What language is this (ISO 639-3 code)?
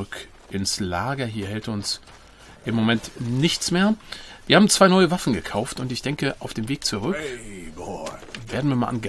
deu